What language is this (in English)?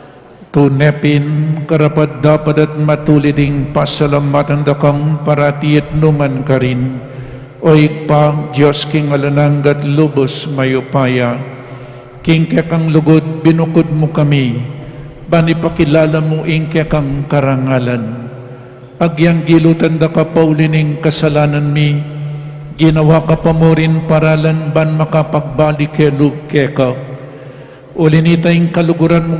Pampanga